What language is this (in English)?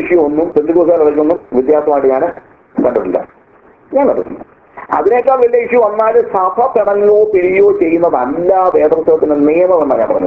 Malayalam